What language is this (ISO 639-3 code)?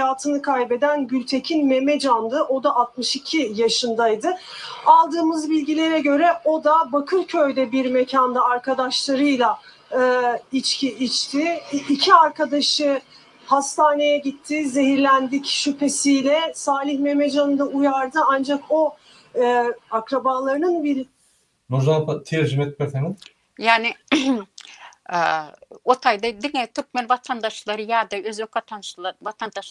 tuk